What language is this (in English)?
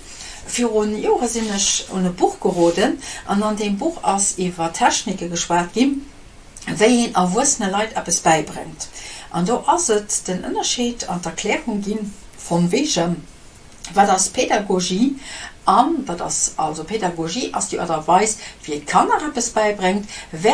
Luxembourgish